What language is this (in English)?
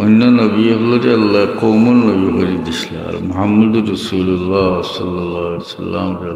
Sylheti